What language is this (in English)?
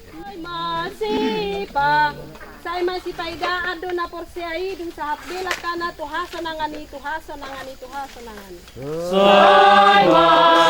Batak Toba